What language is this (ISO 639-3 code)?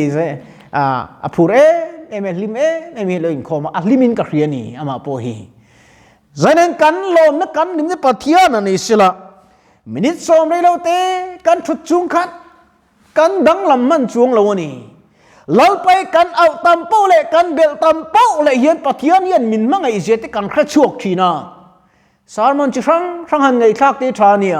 lus